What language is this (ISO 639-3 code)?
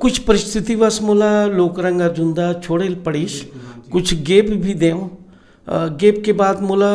hne